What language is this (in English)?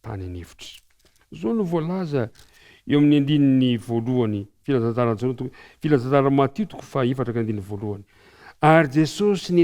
Malagasy